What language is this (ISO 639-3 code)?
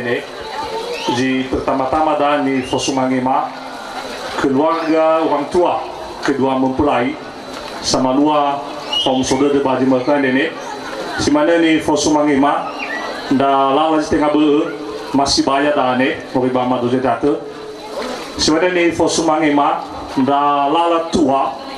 nia